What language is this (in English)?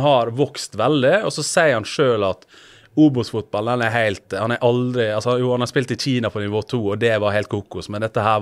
Norwegian